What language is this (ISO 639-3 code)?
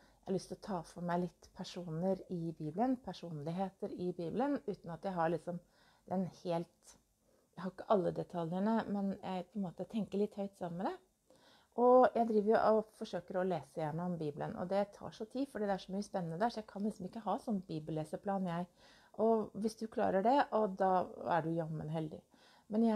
nor